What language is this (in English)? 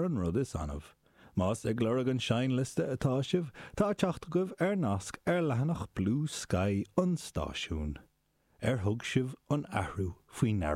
Irish